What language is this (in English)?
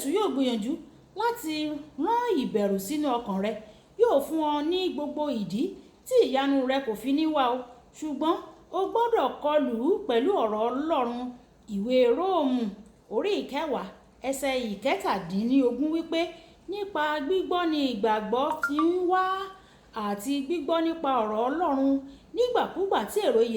Yoruba